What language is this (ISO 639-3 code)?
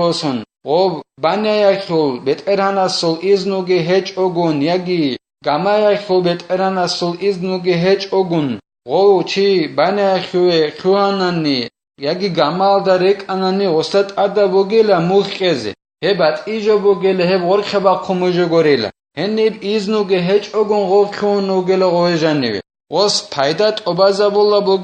ava